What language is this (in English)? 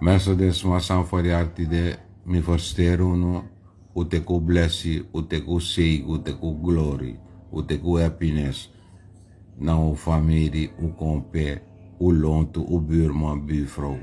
Sranan Tongo